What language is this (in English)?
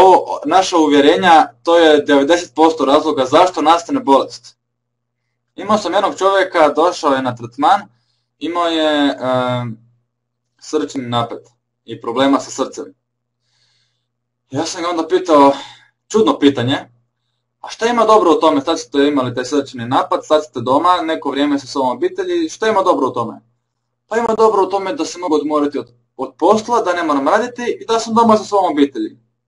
Croatian